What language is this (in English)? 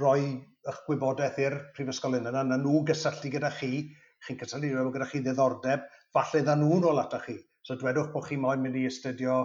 Welsh